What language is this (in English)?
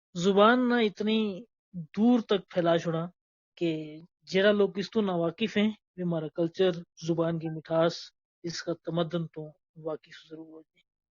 Gujari